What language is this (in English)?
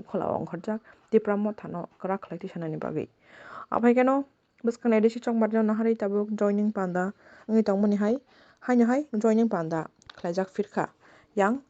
Kok Borok